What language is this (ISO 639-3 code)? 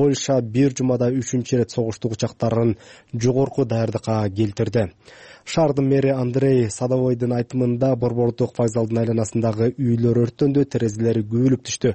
kir